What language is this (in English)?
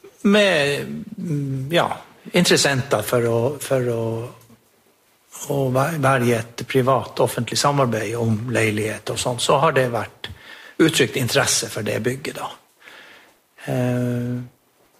Norwegian